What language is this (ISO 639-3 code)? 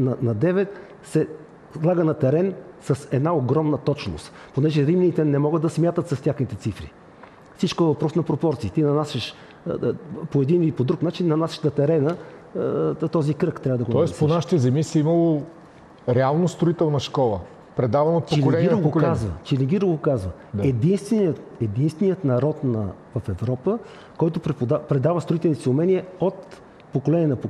bul